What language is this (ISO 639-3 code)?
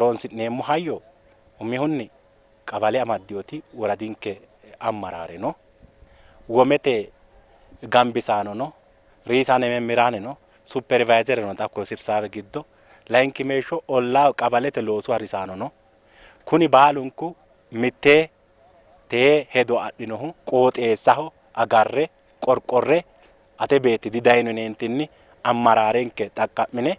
sid